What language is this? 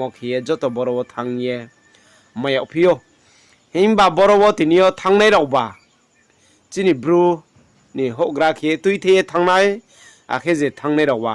Riang (India)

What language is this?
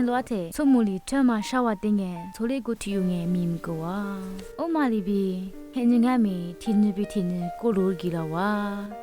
Lisu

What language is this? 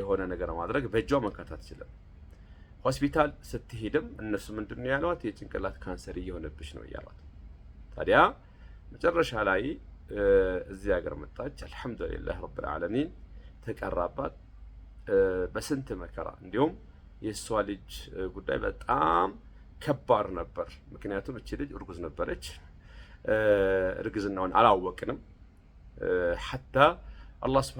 Amharic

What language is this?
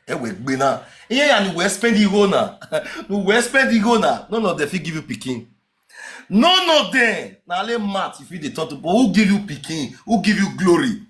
Nigerian Pidgin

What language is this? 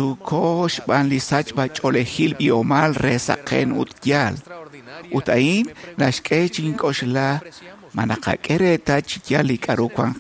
Kekchí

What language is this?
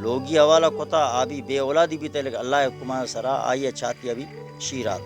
Baluchi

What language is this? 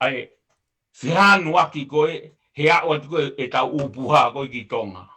Tongan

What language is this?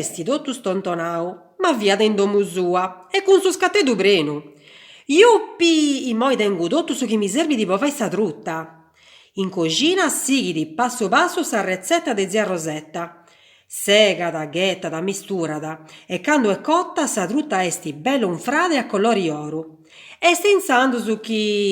Sardinian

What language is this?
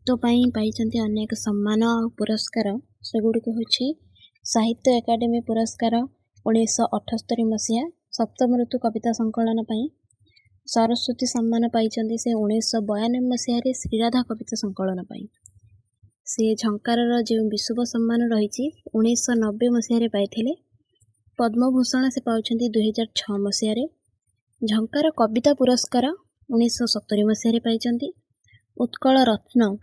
Odia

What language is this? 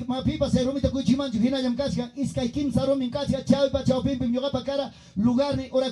Ayacucho Quechua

